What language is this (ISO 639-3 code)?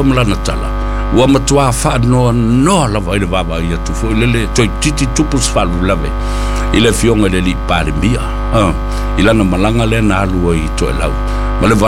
smo